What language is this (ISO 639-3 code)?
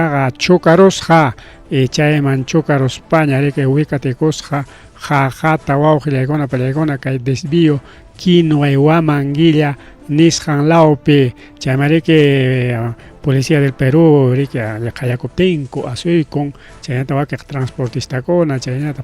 quy